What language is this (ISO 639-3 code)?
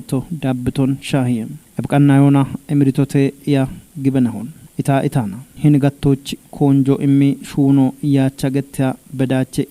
kbr